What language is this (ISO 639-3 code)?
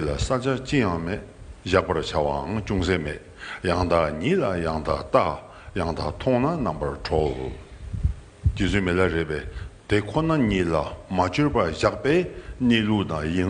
bod